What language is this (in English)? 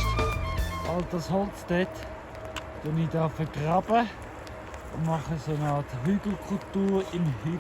Swiss German